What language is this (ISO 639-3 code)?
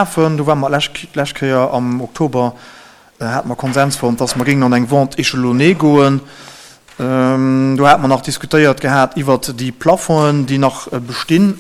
ltz